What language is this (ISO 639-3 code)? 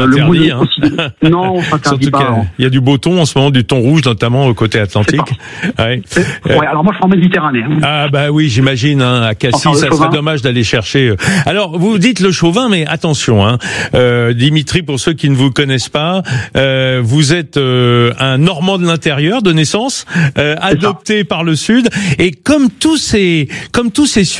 fra